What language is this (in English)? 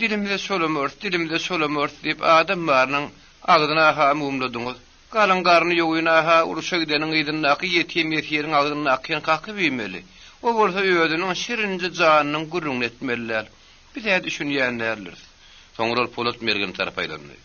Turkmen